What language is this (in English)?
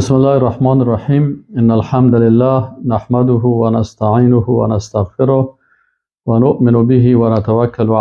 Persian